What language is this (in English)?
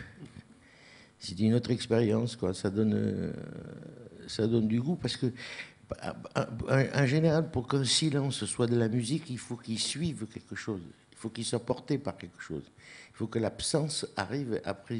French